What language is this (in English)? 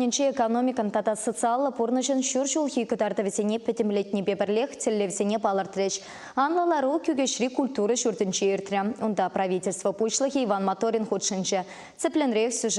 Chuvash